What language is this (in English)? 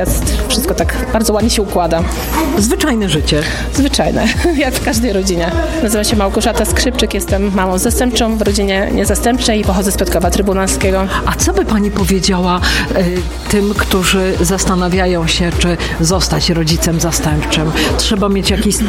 Polish